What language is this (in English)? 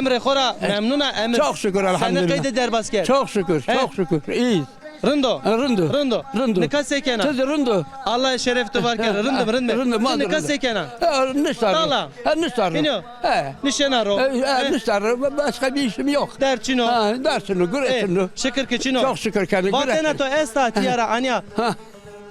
Zaza